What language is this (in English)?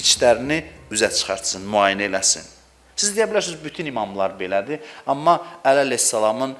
Azerbaijani